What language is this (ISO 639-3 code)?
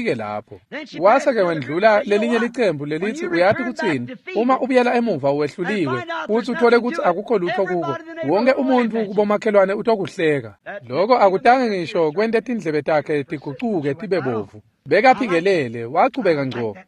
ssw